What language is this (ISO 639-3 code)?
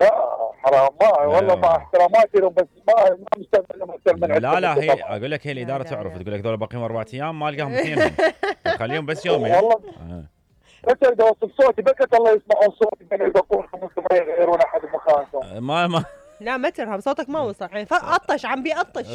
acm